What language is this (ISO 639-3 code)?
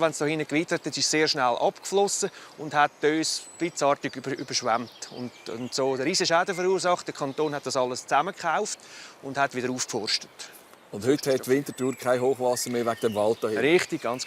gsw